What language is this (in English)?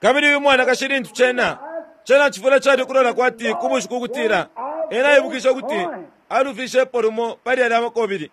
Bemba